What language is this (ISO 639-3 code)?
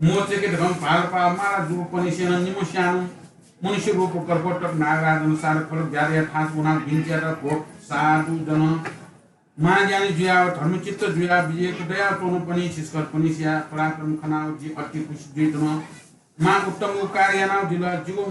new